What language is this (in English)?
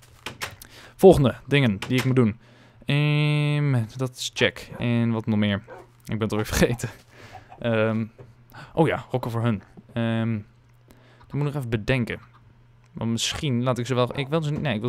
Dutch